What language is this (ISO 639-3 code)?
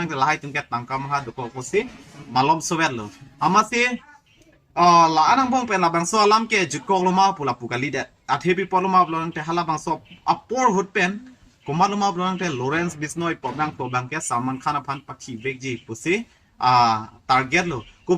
mjw